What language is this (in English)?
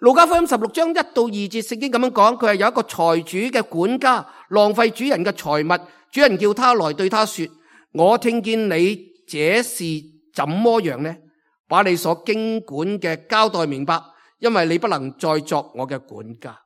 Cantonese